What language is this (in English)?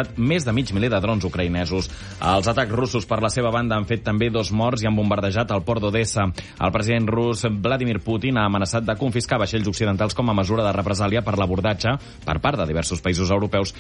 Catalan